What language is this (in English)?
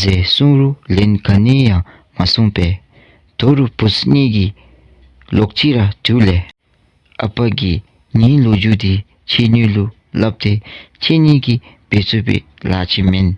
Dzongkha